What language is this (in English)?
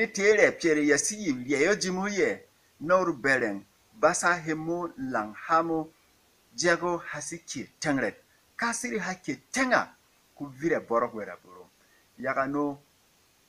Berom